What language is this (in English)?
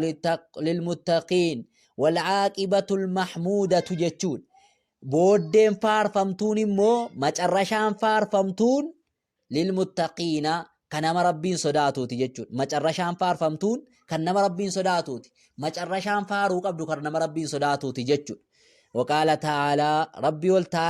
Oromo